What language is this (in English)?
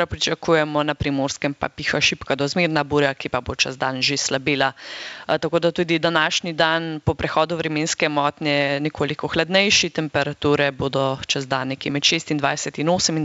Slovenian